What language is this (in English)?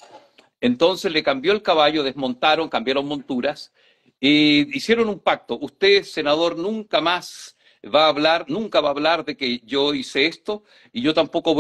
Spanish